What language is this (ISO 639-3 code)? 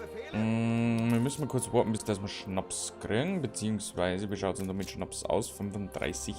bar